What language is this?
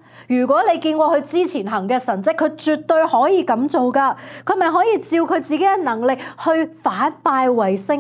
Cantonese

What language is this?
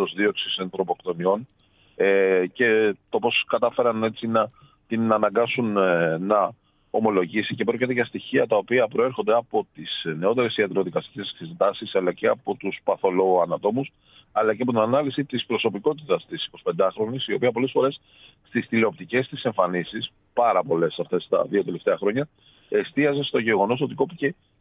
Greek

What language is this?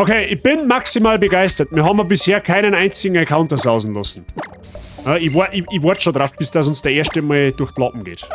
Bavarian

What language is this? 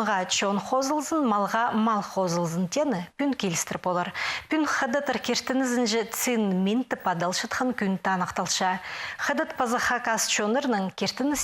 Khakas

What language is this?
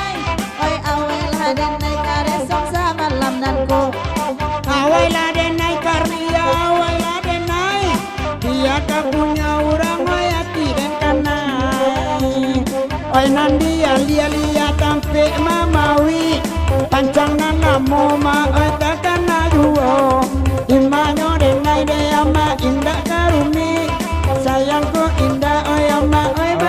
Minangkabau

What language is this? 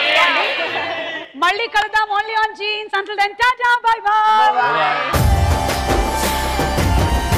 Telugu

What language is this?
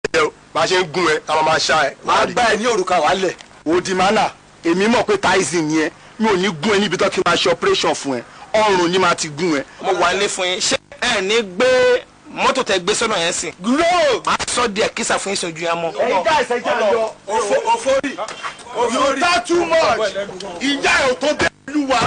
Yoruba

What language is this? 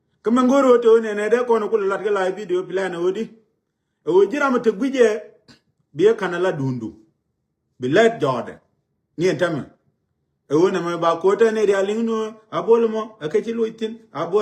Nuer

